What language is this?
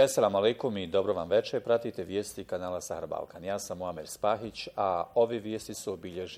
Bosnian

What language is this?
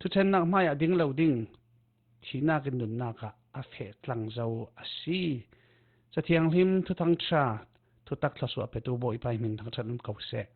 Falam Chin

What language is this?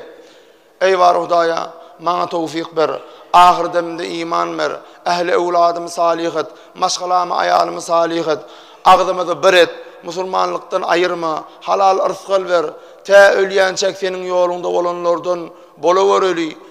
Turkmen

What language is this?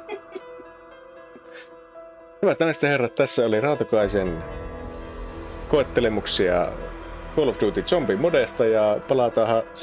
Finnish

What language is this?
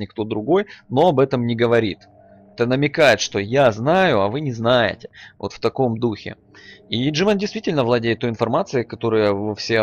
Russian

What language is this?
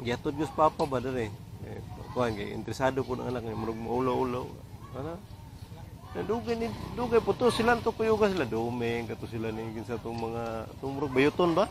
Cebuano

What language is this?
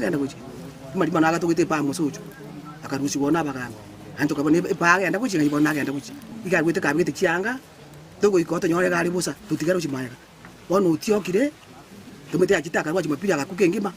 Gusii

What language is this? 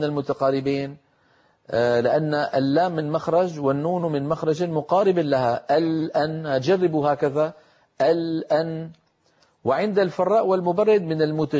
Arabic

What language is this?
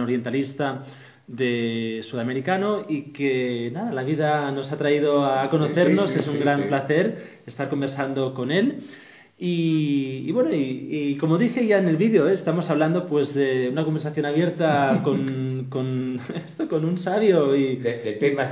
Spanish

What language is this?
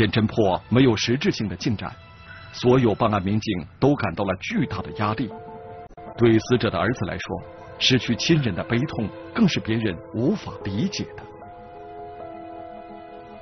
Chinese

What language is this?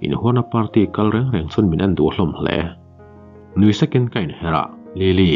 Mizo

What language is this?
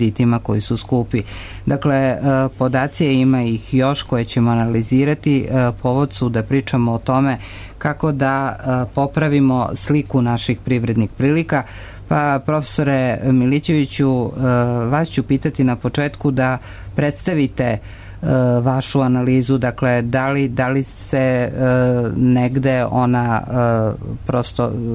Serbian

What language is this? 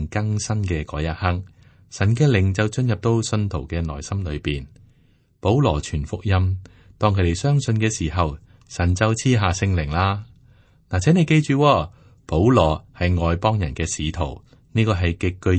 Cantonese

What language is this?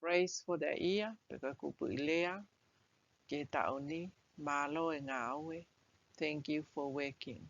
Tongan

